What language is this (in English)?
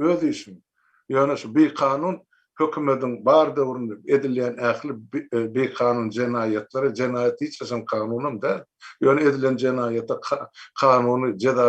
Turkmen